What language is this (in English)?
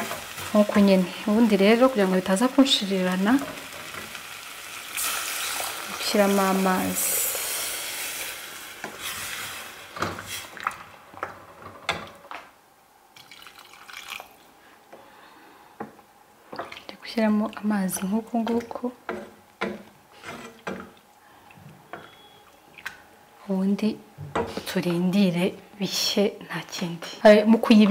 Kinyarwanda